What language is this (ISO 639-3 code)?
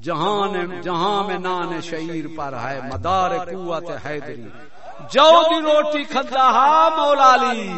skr